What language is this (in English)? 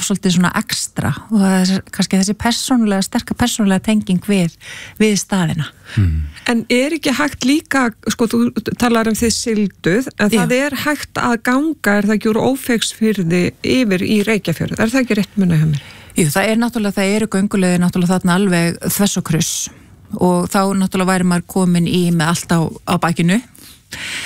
Icelandic